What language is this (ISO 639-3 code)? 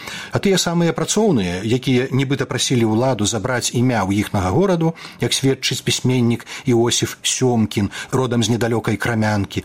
bel